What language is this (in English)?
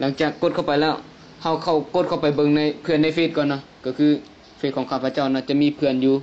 Lao